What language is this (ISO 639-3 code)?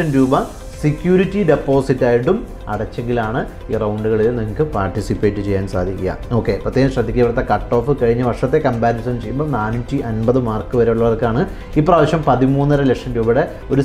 mal